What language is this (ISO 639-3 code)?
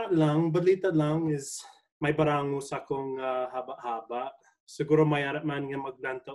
hil